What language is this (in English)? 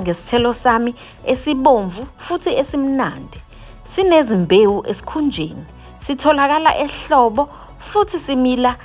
Zulu